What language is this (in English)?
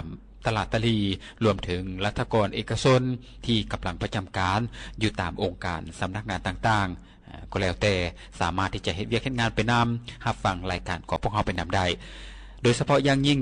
Lao